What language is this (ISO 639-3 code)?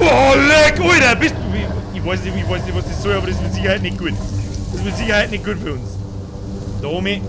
bar